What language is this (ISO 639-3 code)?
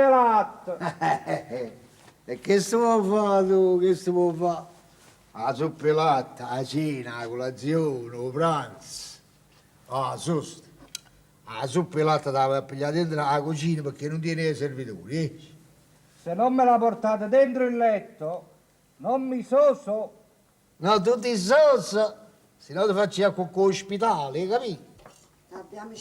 nap